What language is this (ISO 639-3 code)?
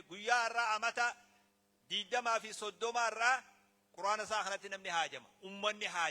orm